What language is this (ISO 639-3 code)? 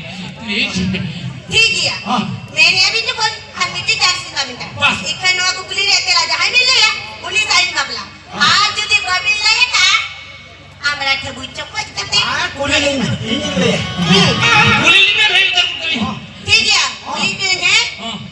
sat